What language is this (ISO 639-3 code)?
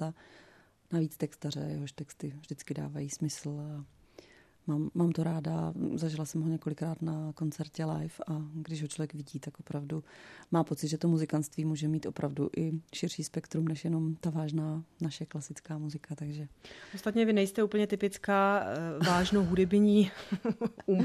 ces